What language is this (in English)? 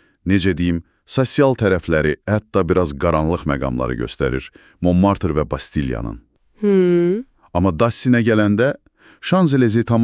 Azerbaijani